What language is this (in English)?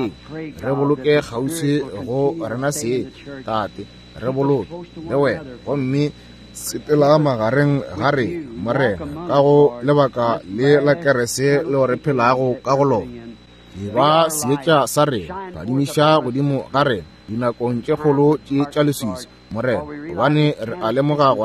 Northern Sotho